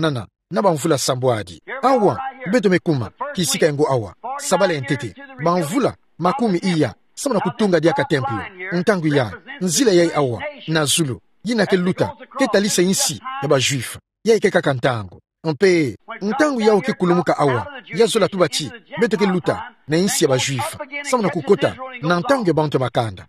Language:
Kituba (Democratic Republic of Congo)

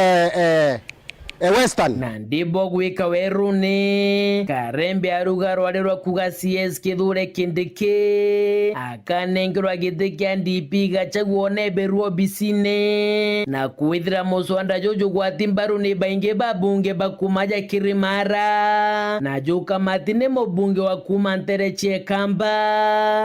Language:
Meru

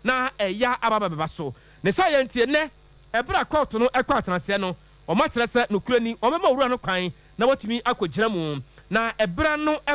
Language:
Akan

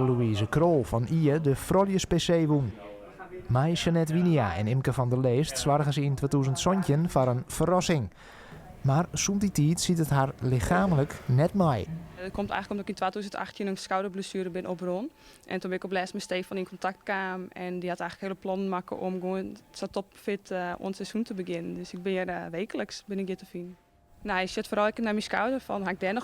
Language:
Western Frisian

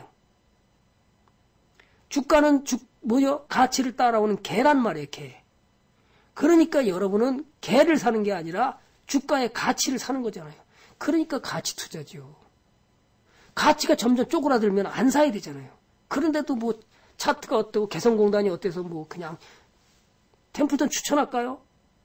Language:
Korean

